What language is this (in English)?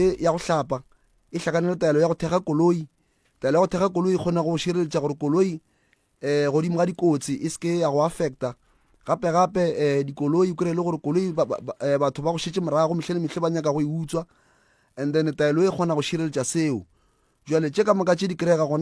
Northern Sotho